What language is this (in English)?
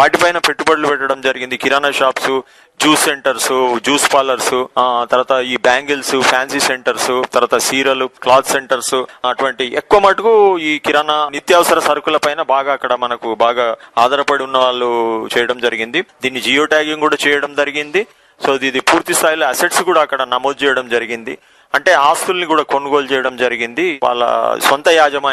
Telugu